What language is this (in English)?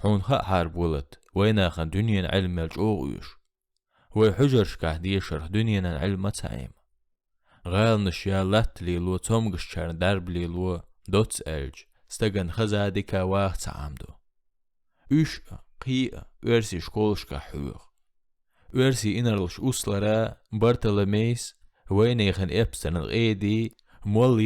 Chechen